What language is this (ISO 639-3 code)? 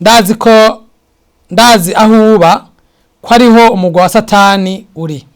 run